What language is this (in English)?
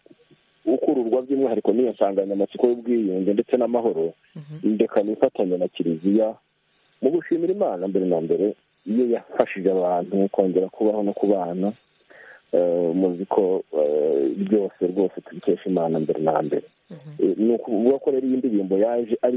Kinyarwanda